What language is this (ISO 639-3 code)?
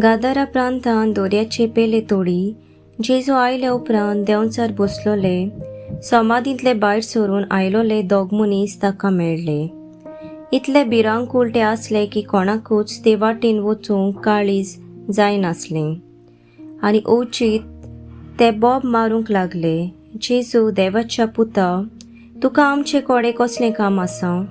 kok